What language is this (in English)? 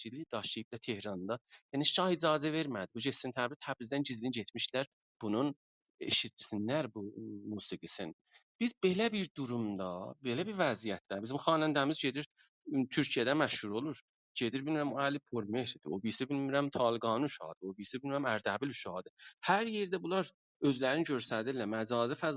South Azerbaijani